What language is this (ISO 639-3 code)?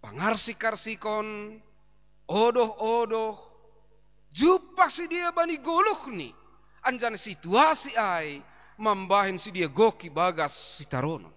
bts